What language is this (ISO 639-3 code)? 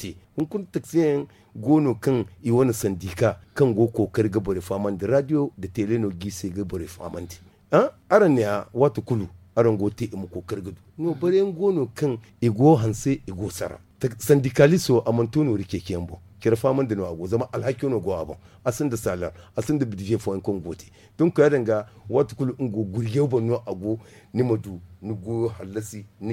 dje